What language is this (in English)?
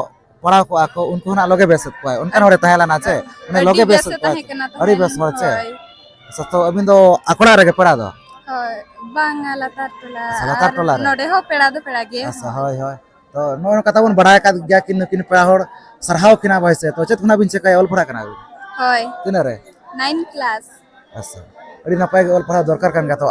Santali